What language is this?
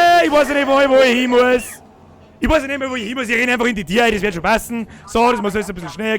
Bavarian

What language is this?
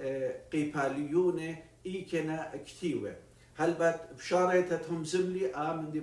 Assyrian Neo-Aramaic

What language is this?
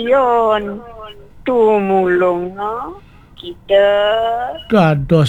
Balinese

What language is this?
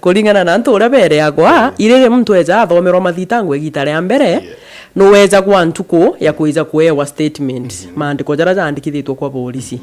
Meru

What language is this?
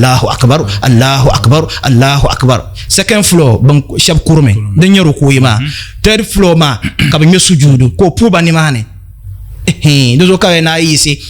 Dagbani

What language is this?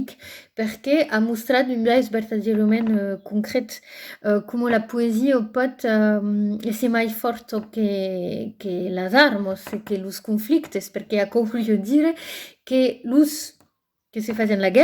Occitan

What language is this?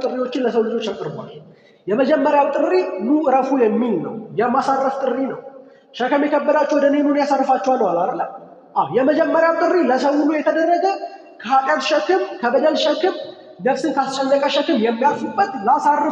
Amharic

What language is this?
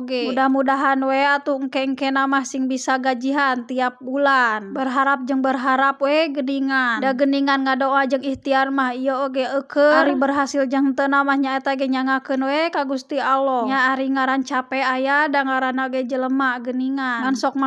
Sundanese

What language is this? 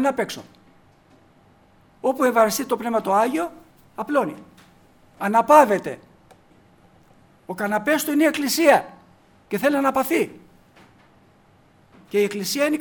Greek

